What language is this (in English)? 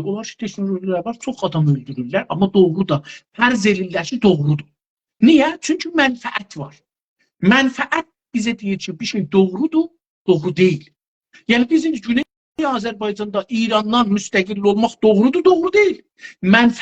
South Azerbaijani